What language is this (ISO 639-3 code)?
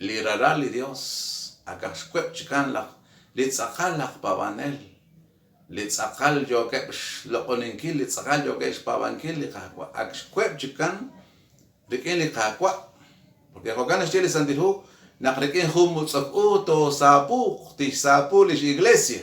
kek